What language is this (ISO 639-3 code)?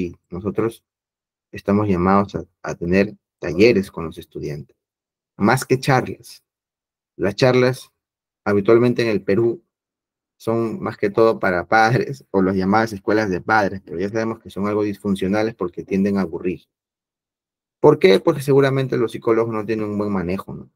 spa